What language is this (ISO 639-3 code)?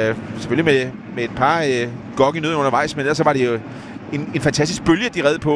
dan